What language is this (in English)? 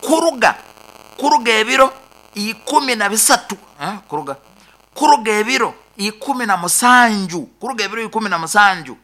Nyankole